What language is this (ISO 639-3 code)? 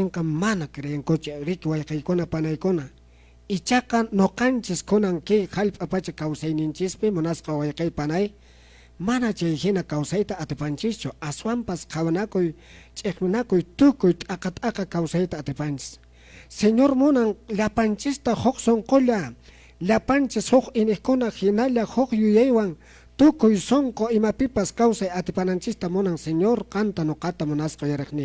que